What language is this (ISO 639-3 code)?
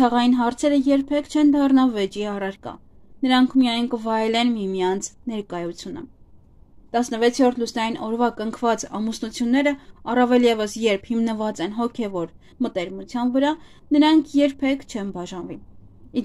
hye